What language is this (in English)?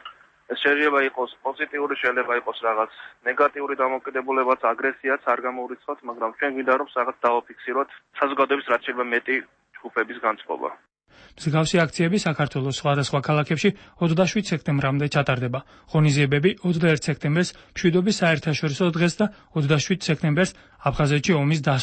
Georgian